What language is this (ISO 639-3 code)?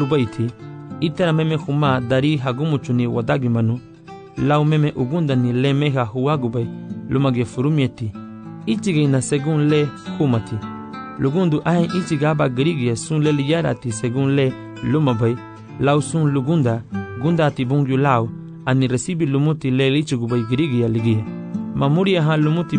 cab